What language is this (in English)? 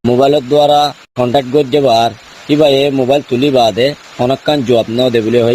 Rohingya